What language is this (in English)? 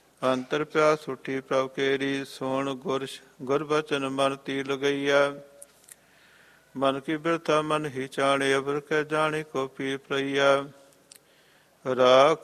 Punjabi